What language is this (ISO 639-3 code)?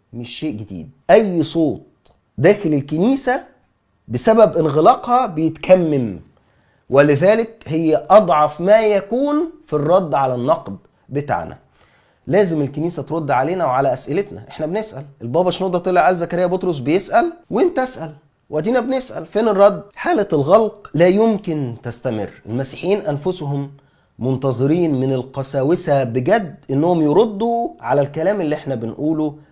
arz